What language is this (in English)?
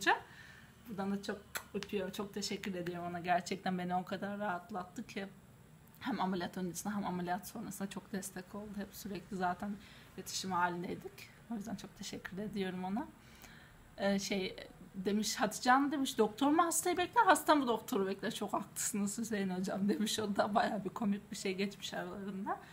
Turkish